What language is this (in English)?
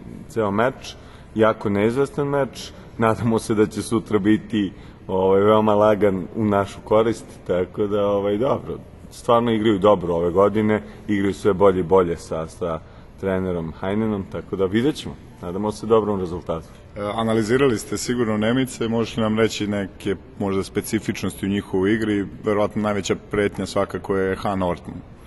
Serbian